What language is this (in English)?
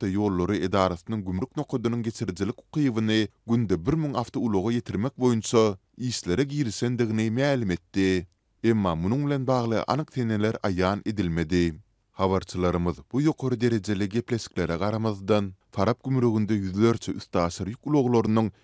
Turkmen